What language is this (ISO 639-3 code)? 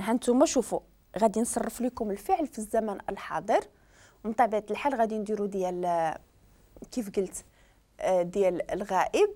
ary